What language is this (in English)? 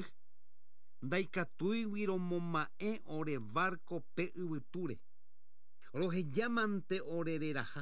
Guarani